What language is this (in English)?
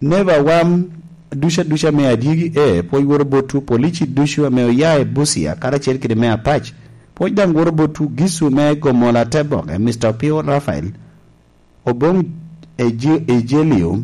Lango (Uganda)